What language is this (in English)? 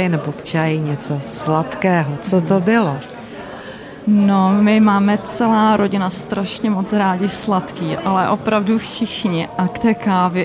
Czech